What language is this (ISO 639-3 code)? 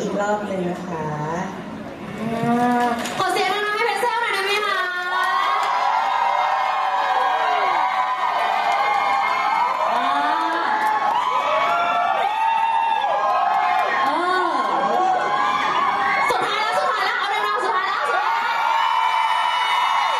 tha